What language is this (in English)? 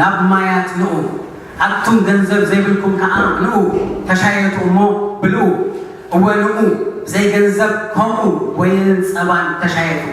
Tigrinya